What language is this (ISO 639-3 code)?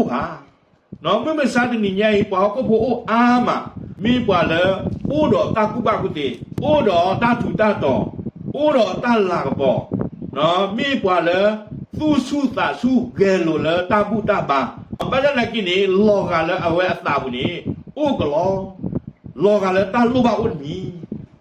ksw